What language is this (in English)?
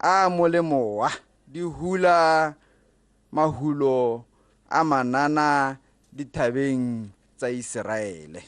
Tswana